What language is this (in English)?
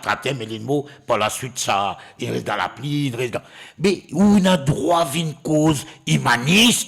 Morisyen